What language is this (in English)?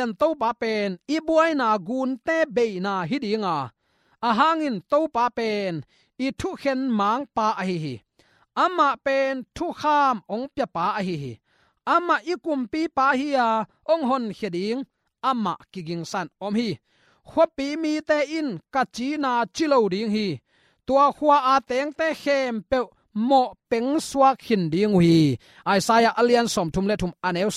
Tedim Chin